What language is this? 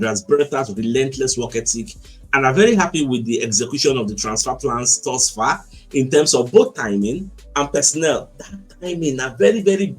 Nigerian Pidgin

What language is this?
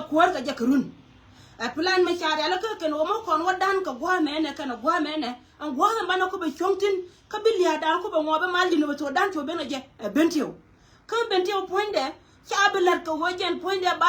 Nuer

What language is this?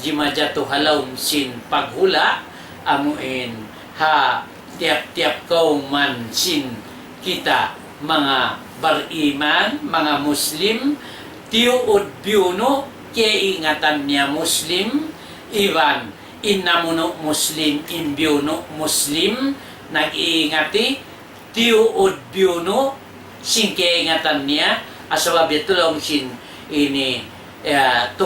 Tausug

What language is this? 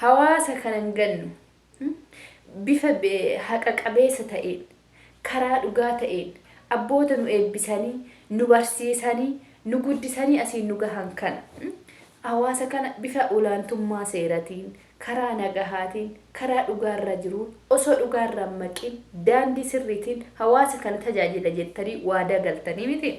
Oromo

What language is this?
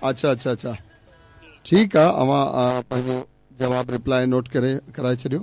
Sindhi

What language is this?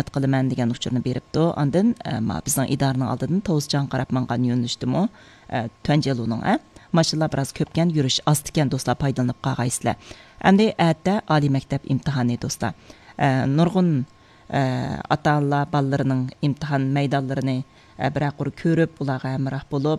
Uyghur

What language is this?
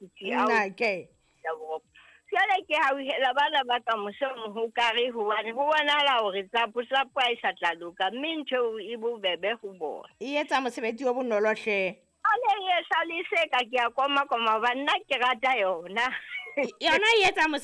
Southern Sotho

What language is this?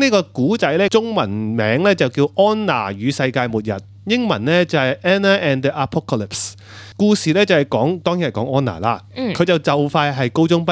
Cantonese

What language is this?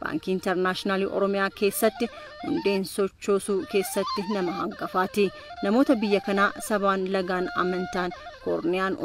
Oromo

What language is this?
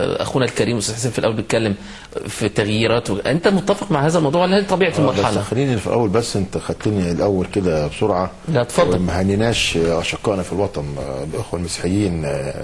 Egyptian Arabic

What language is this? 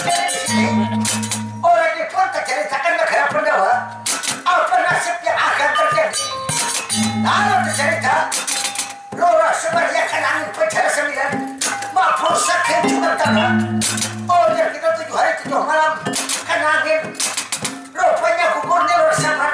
Banjar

